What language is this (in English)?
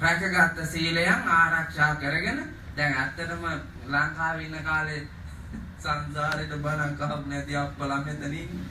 Sinhala